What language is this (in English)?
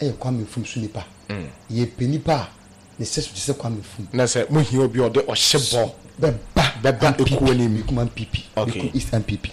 Akan